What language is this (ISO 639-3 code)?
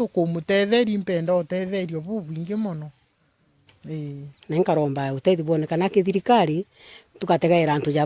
mer